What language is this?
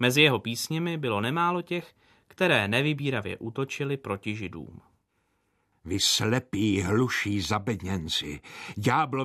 Czech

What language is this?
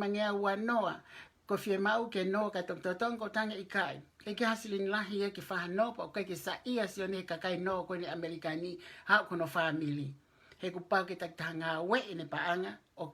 Tongan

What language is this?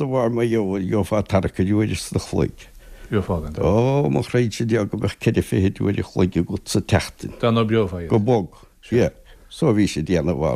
Irish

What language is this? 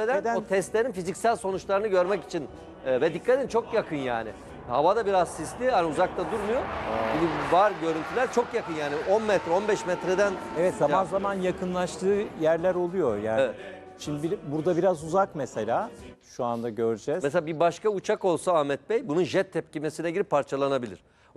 Turkish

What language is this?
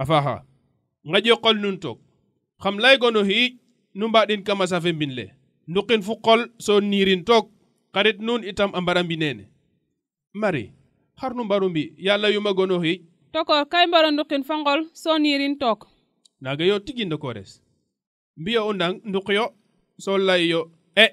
Serer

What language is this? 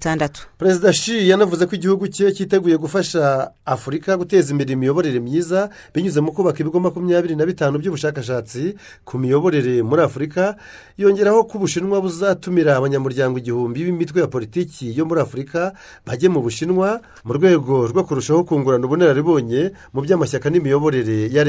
Kinyarwanda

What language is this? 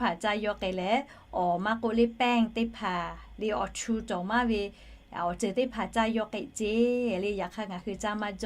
Lahu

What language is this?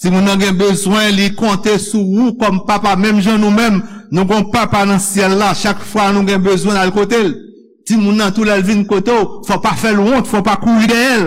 Haitian Creole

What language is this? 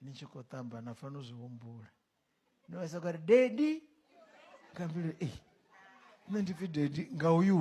Venda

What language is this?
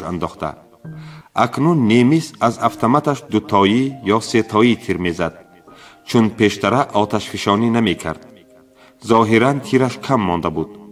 Tajik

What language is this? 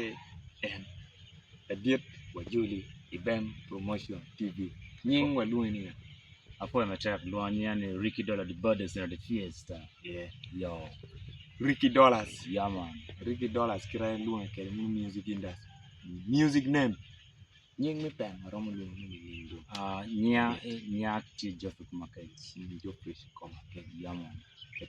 Acoli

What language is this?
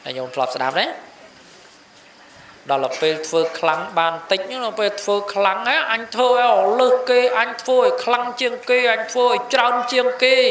Khmer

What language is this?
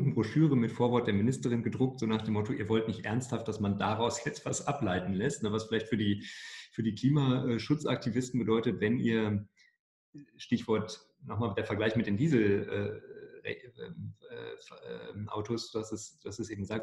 German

